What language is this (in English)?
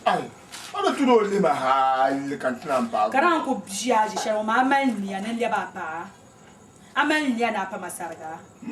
Dagbani